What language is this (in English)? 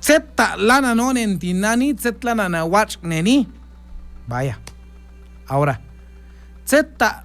Q'anjob'al